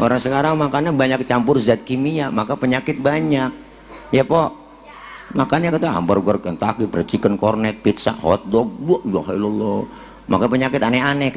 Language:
Betawi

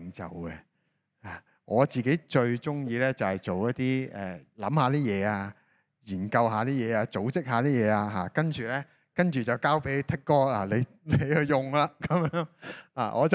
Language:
Cantonese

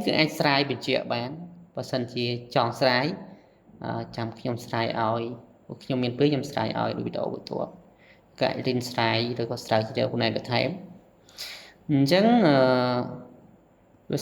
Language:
Khmer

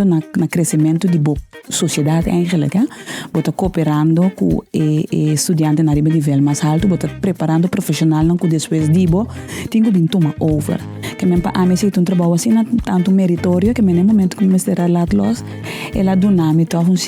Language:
Papiamento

